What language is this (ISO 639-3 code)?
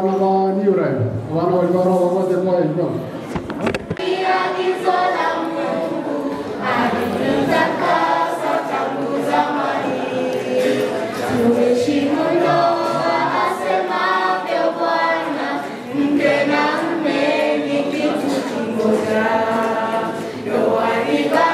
swa